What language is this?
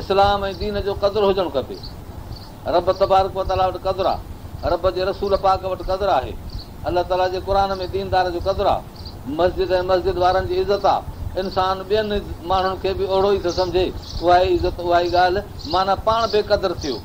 Sindhi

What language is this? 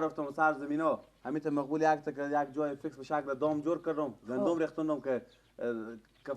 Persian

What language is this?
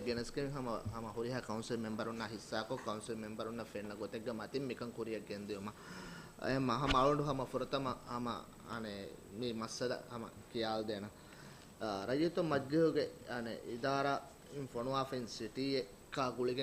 Divehi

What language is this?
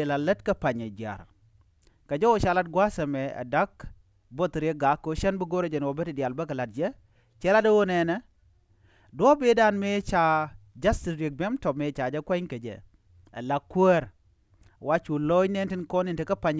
Nuer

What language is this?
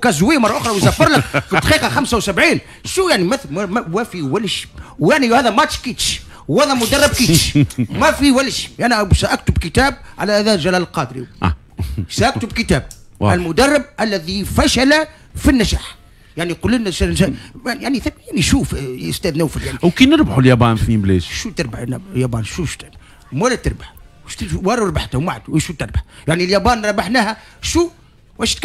Tunisian Arabic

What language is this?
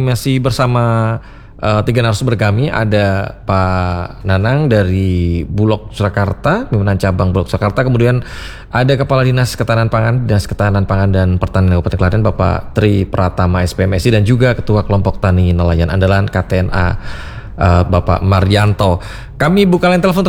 Indonesian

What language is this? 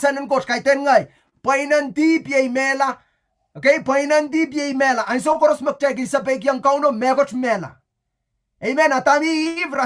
Pohnpeian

